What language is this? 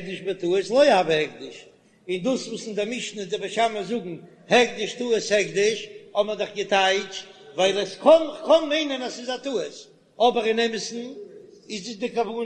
Yiddish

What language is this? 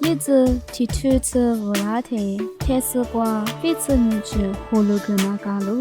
Lisu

